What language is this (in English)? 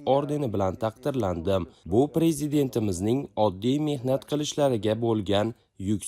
Uzbek